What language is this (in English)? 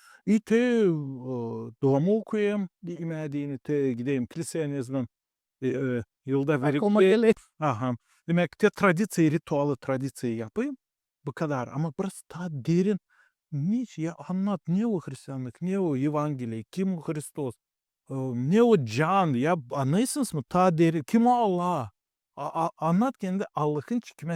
Gagauz